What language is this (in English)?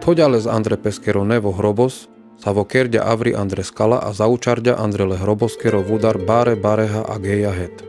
Carpathian Romani